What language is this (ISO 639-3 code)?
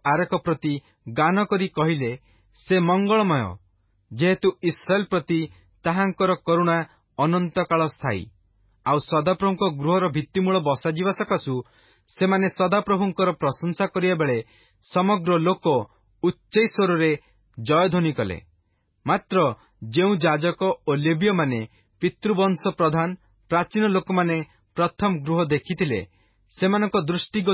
ori